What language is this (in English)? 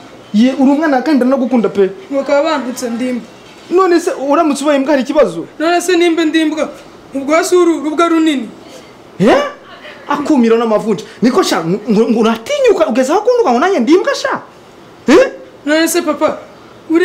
Kinyarwanda